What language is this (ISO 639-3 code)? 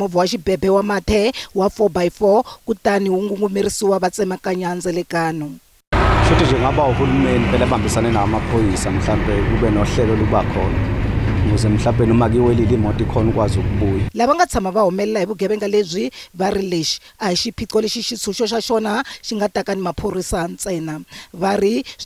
tso